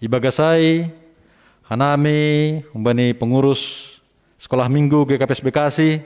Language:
Batak Simalungun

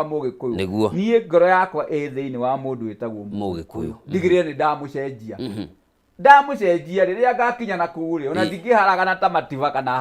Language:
Kikuyu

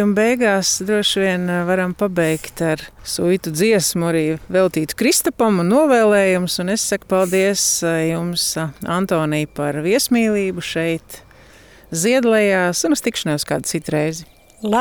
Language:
Latvian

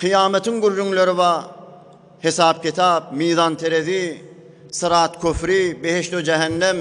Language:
Turkmen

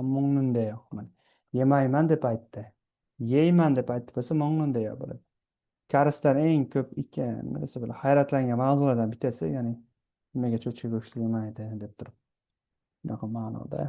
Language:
Uzbek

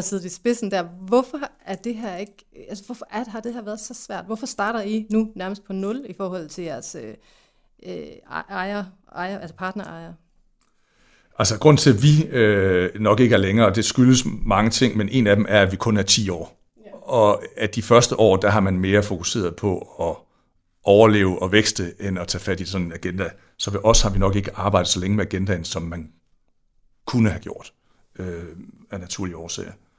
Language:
Danish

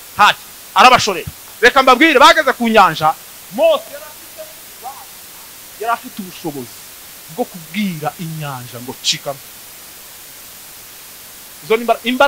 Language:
Kinyarwanda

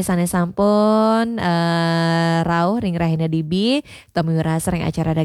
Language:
Balinese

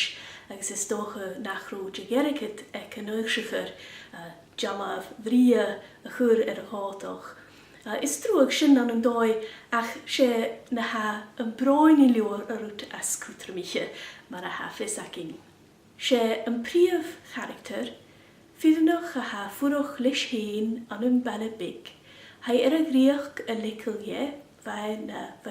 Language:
Scottish Gaelic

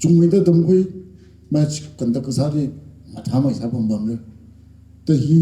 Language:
Tangkhul Naga (India)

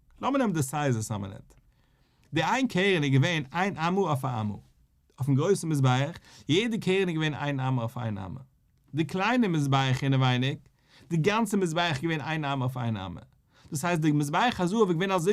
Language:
Yiddish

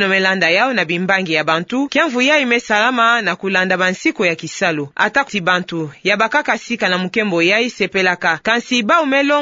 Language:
Kituba (Democratic Republic of Congo)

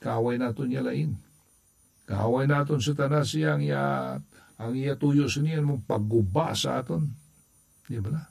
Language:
Hiligaynon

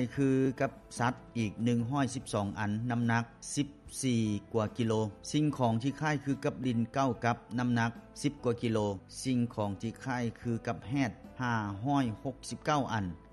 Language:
Lao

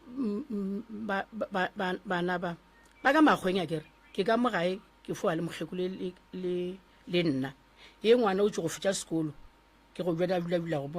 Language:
Northern Sotho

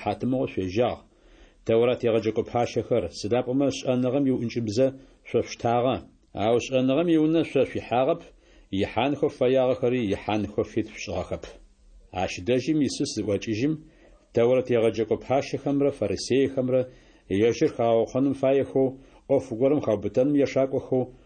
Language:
Adyghe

